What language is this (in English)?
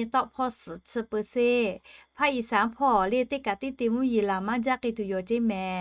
Lahu